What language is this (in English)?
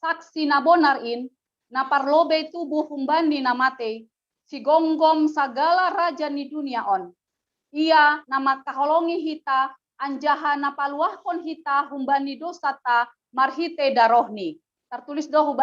Batak Simalungun